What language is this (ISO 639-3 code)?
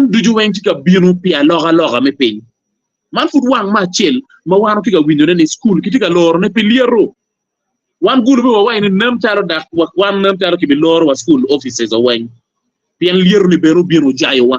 ach